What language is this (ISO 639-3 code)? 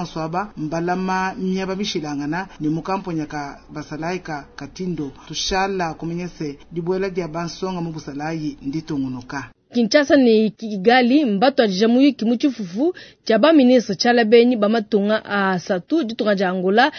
lua